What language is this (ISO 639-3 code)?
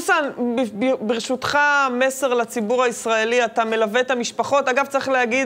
heb